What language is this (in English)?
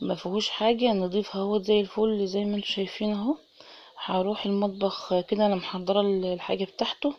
Egyptian Arabic